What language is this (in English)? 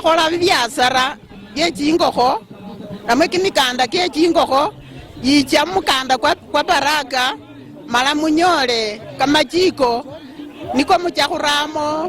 Luyia